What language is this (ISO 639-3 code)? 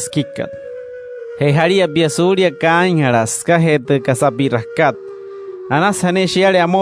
guc